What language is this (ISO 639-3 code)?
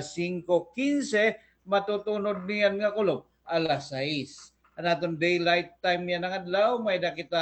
war